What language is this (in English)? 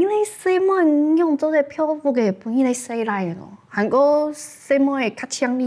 Hakka Chinese